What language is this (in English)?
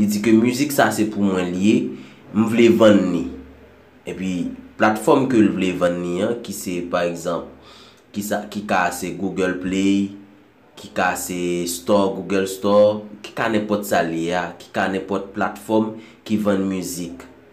Haitian Creole